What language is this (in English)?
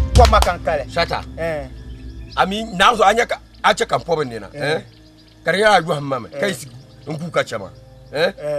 Dagbani